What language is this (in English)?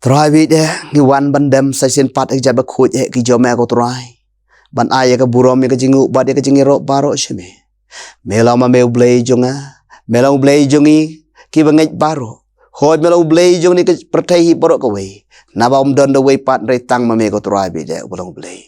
Khasi